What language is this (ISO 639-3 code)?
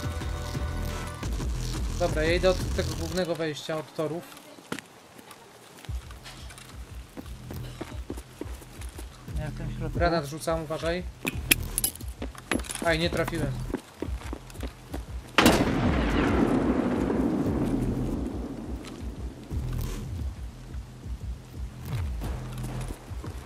pol